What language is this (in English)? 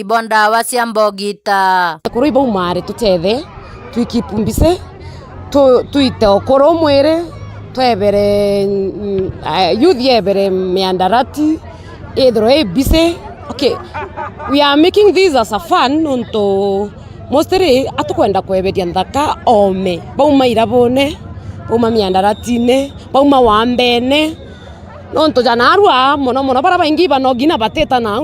Meru